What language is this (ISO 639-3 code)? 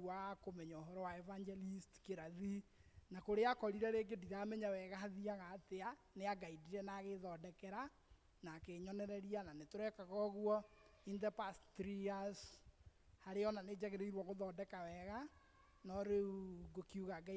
kik